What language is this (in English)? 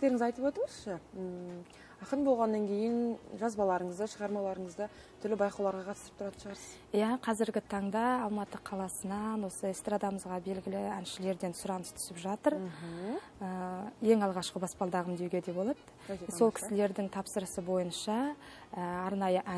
Kazakh